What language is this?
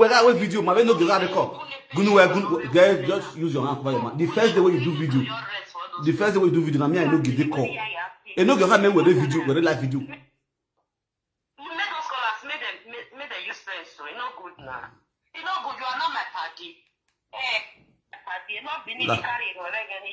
Nigerian Pidgin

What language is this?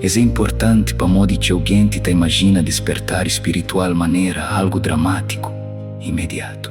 Kabuverdianu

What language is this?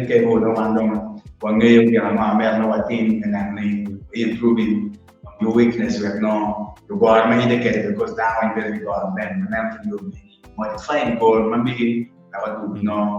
Acoli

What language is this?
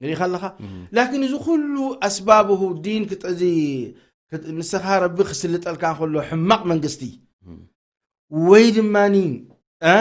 Tigrinya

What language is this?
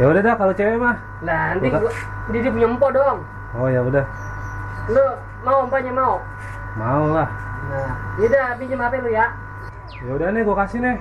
Betawi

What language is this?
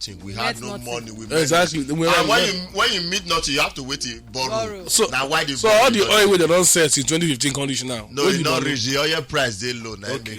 Nigerian Pidgin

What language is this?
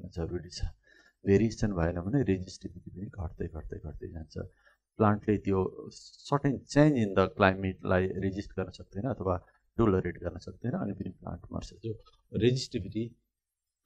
Nepali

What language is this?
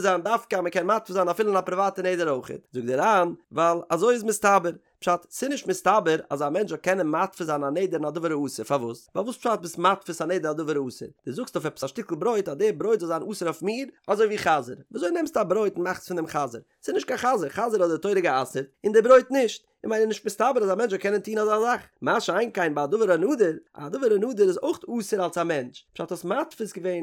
Yiddish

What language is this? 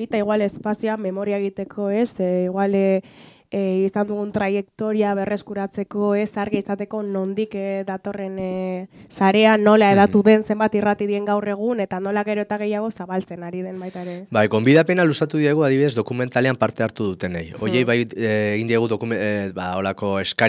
Basque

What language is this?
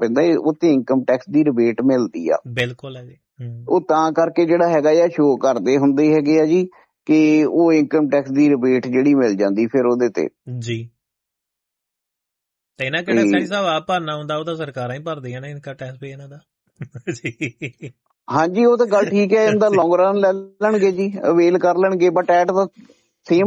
Punjabi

